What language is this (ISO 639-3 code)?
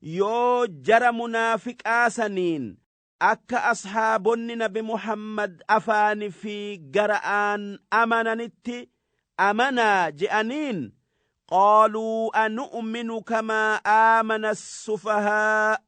orm